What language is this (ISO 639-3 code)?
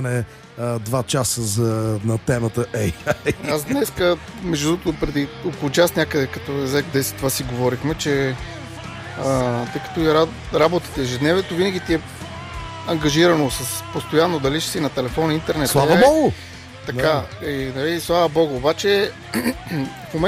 bul